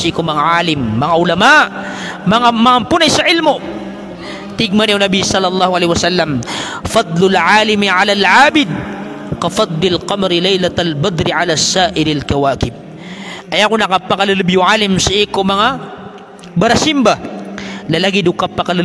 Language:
Maranao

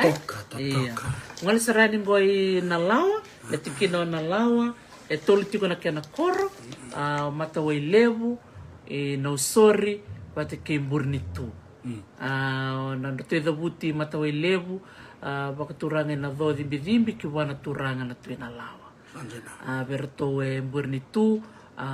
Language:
Fijian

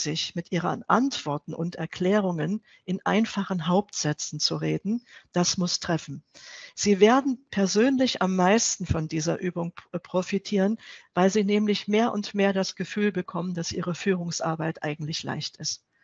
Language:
German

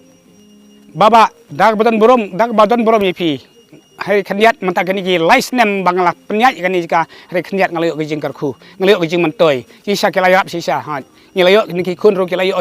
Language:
Khasi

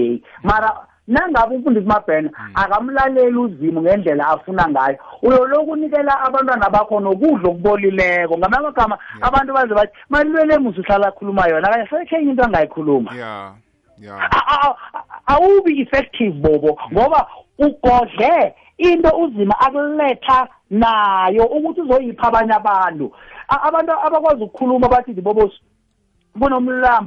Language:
South Ndebele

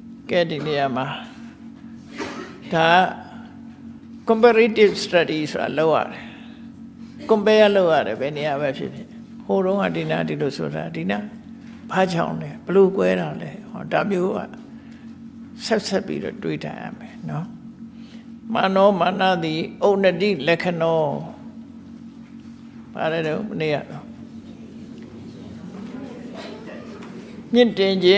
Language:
Burmese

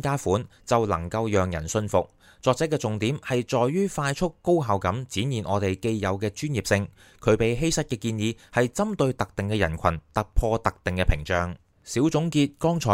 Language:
Cantonese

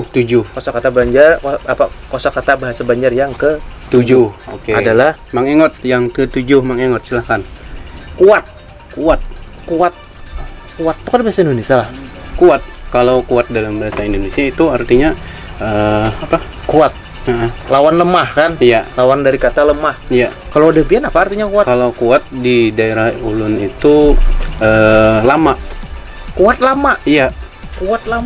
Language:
Banjar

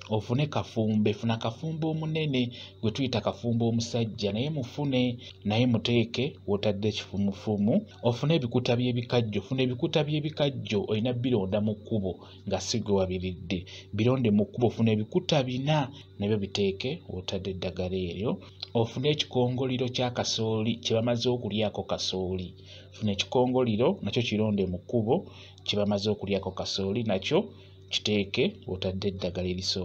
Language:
Ganda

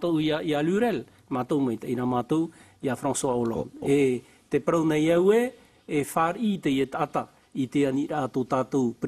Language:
Tahitian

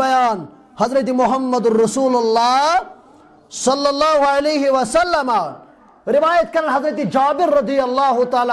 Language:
Kashmiri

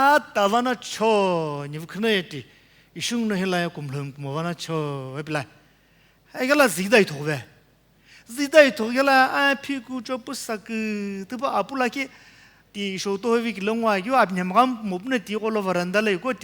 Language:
Sumi Naga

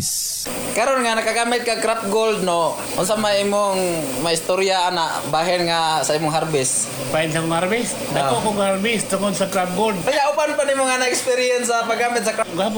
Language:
Cebuano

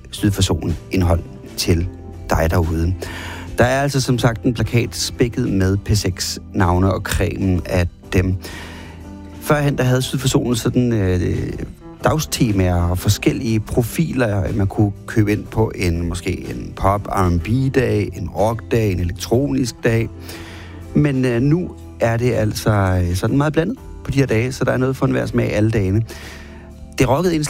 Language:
Danish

